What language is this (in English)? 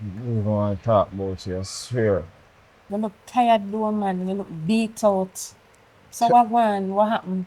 Jamaican Creole English